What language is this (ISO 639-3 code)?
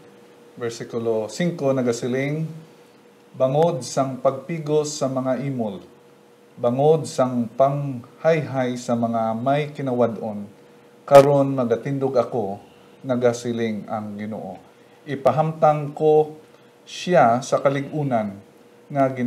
hil